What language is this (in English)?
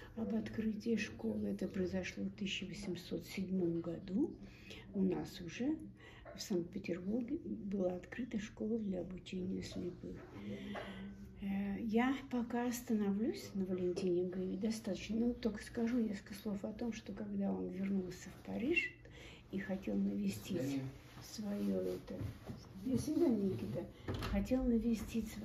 Russian